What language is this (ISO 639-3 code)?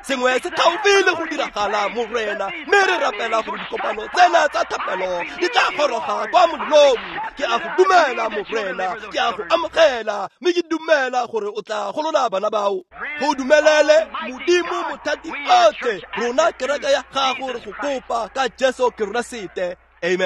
tsn